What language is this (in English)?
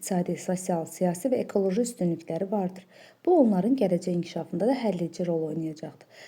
Azerbaijani